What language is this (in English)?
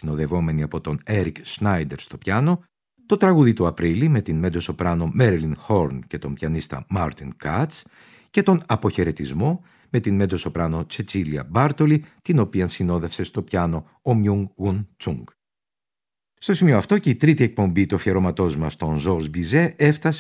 Greek